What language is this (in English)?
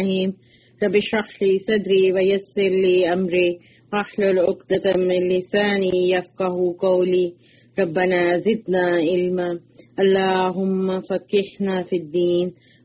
Urdu